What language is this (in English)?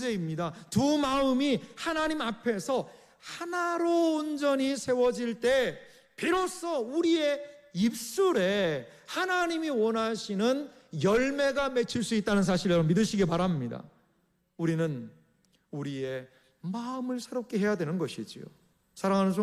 Korean